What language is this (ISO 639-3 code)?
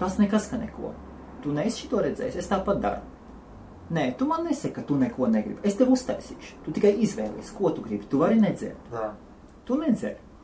lav